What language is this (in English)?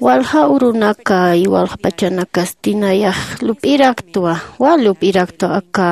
Aymara